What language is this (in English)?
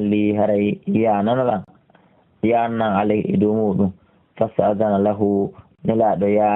Fula